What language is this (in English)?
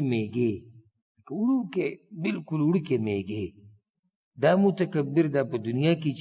Pashto